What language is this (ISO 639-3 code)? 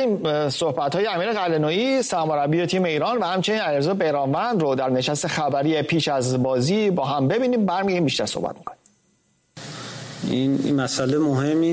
fas